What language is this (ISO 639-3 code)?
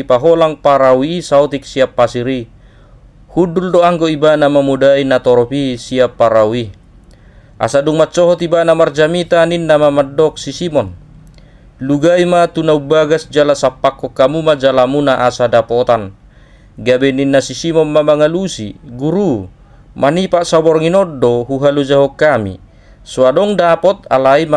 bbc